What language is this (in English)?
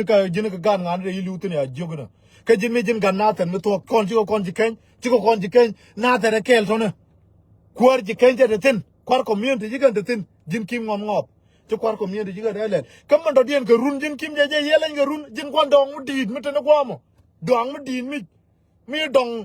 Nuer